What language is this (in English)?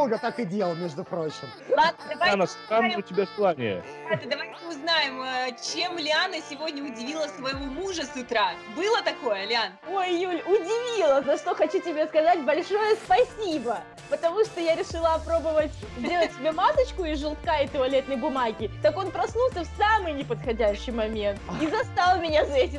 Russian